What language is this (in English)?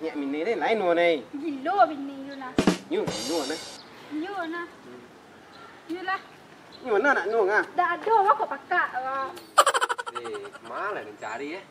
Minangkabau